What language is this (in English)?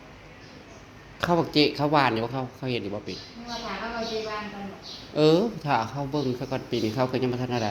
Northeastern Thai